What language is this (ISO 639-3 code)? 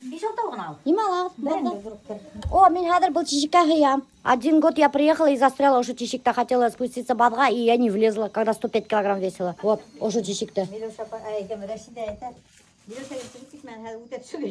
bak